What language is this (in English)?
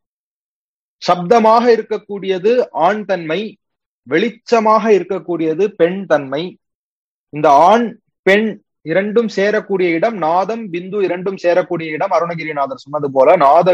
Tamil